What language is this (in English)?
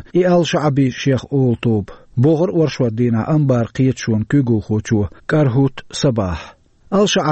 Chechen